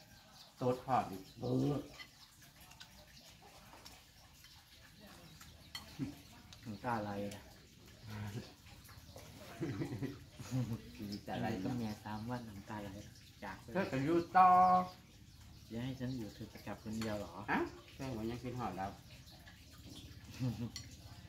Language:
Thai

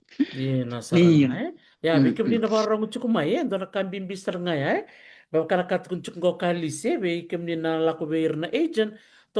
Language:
Fijian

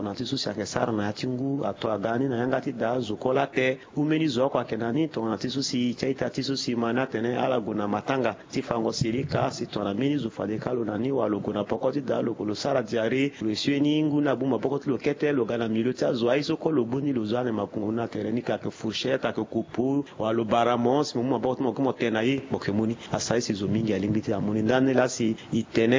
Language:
Sango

